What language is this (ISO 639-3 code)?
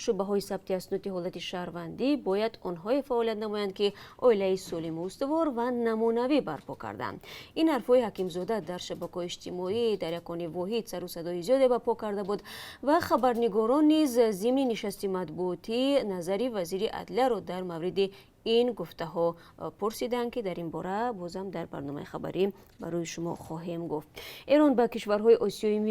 tgk